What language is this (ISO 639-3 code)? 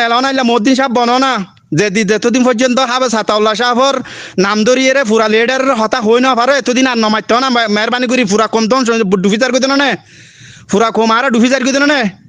rhg